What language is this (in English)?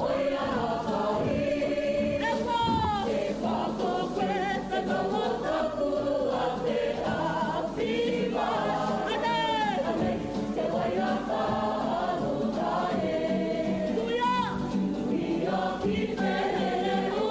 Māori